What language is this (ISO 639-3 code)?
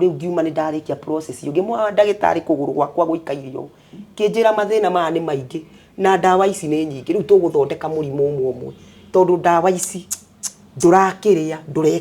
kik